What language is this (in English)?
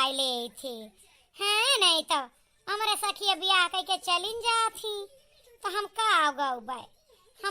Awadhi